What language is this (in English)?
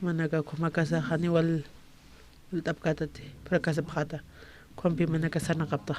Aymara